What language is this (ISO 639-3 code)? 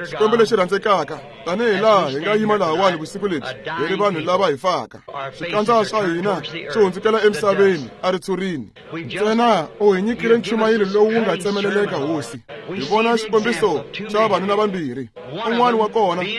tso